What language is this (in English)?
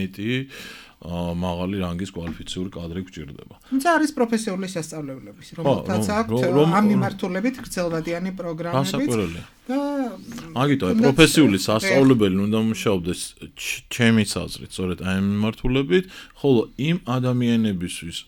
Georgian